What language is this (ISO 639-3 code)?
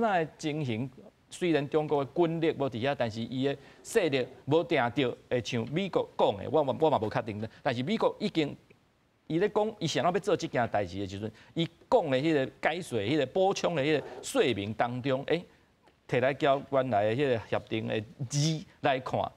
nan